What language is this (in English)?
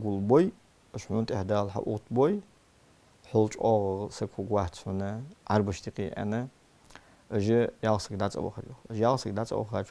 Ingush